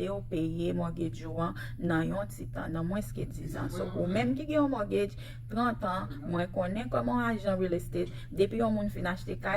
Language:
Haitian Creole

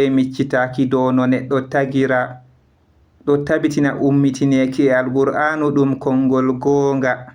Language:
Fula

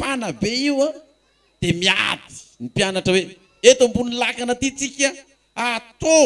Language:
Malagasy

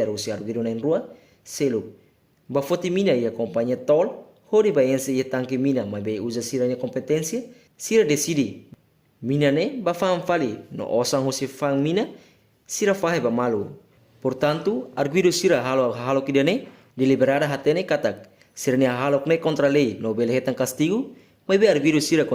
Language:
Tetum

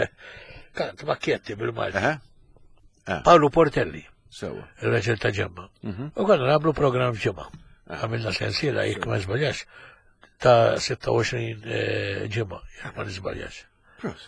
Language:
Maltese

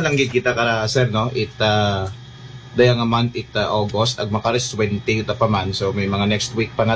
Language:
Aklanon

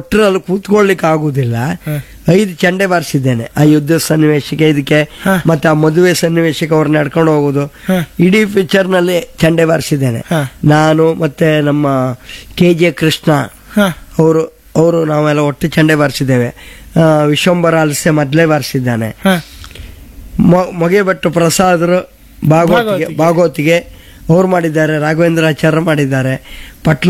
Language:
Kannada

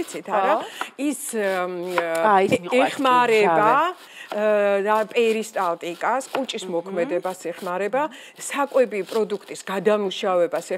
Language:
Georgian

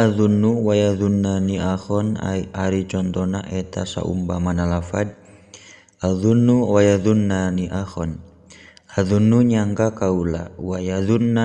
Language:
Sundanese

